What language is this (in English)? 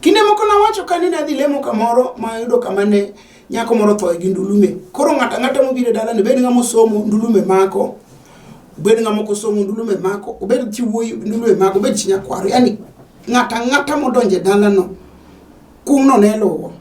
Luo (Kenya and Tanzania)